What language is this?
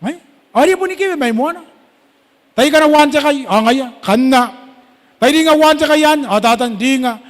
Gilbertese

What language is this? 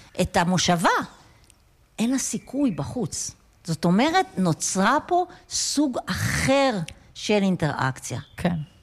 Hebrew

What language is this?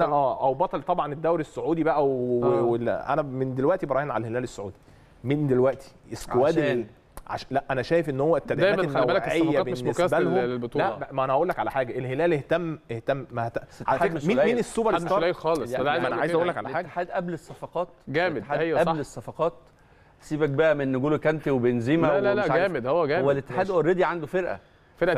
Egyptian Arabic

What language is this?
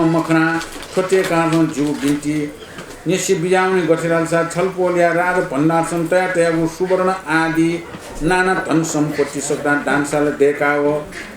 Newari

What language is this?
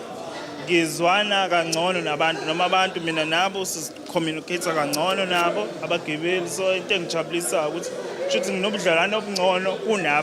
Zulu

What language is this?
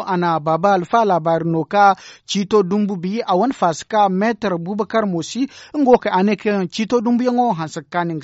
Zarma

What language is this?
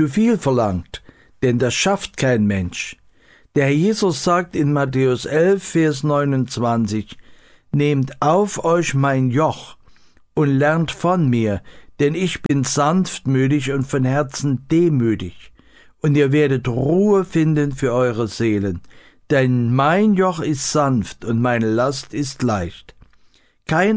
German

